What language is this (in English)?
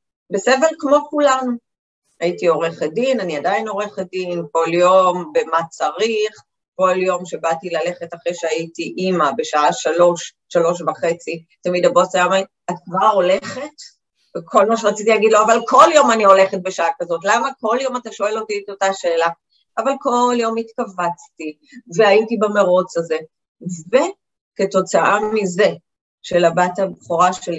Hebrew